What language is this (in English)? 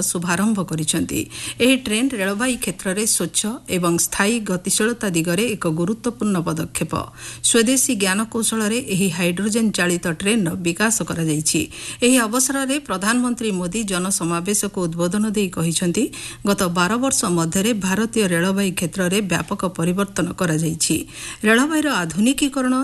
Odia